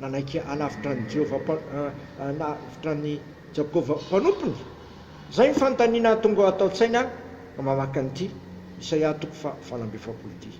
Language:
Malagasy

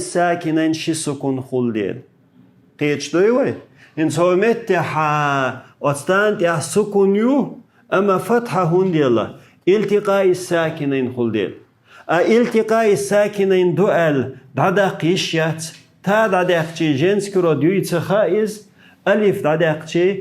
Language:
Chechen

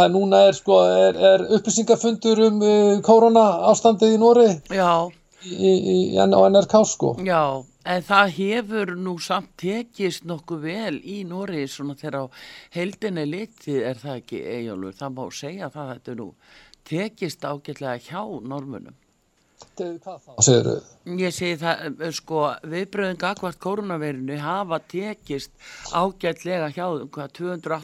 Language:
Icelandic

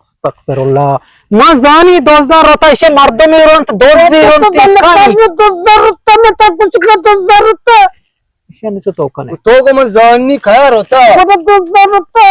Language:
Eastern Balochi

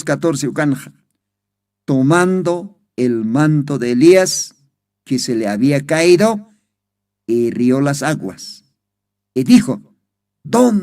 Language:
Aymara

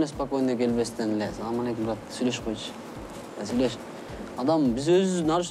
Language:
Kyrgyz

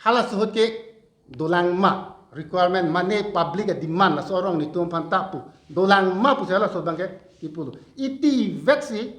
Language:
Karbi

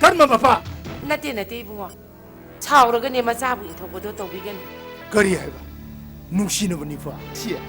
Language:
Manipuri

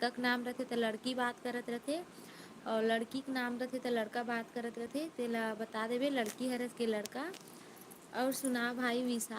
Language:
Chhattisgarhi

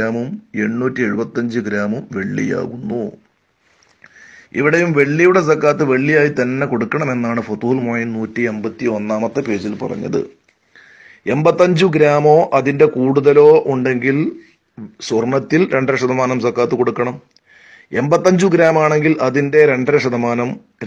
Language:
Malayalam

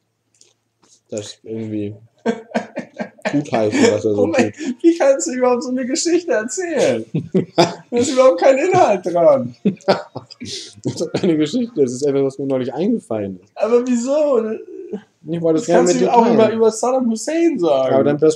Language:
German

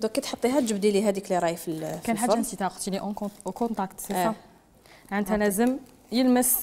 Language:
Algerian Arabic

